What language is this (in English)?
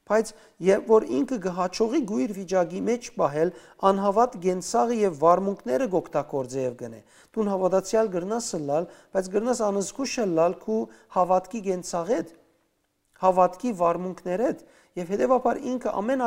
Western Armenian